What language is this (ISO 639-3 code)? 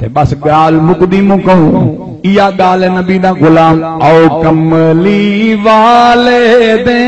skr